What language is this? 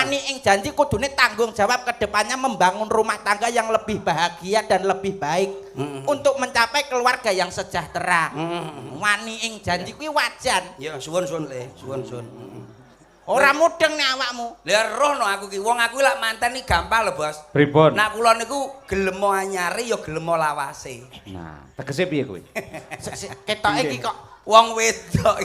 Javanese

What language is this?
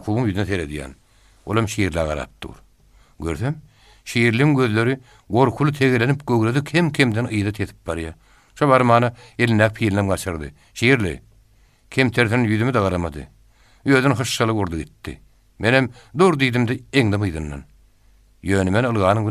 Turkmen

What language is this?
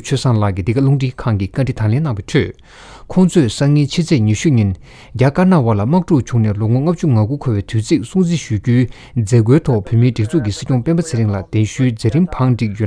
Tibetan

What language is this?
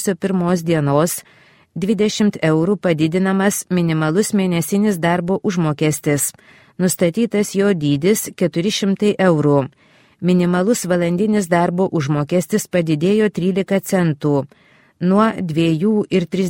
Lithuanian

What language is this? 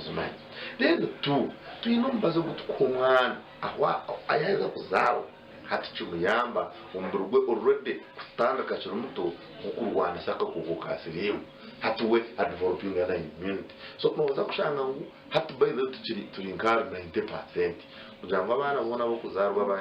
Nyankole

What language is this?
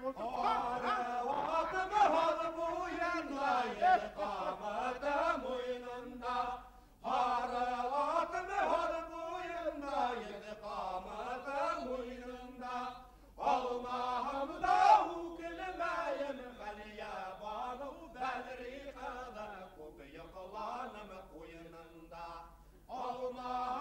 Bashkir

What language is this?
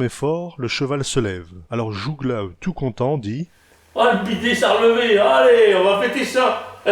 Picard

